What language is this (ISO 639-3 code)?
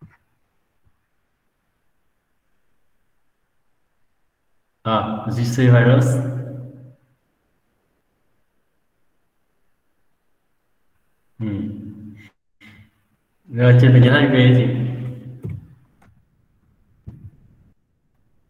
vie